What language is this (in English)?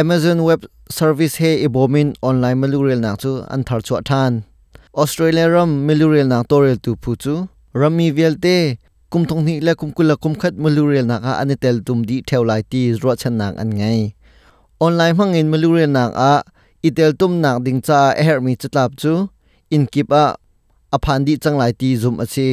Hakha Chin